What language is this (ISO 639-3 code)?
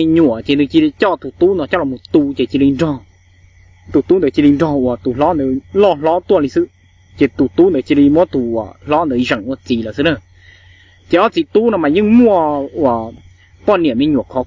hmn